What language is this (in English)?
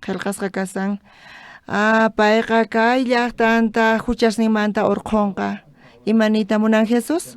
South Bolivian Quechua